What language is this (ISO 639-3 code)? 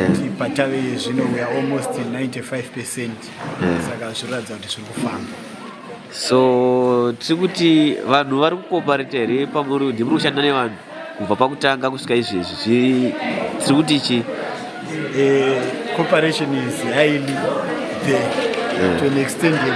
sna